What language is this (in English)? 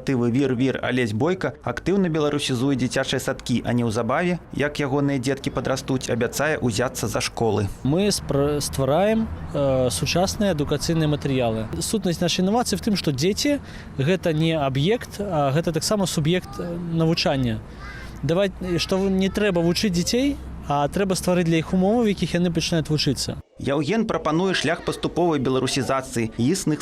Belarusian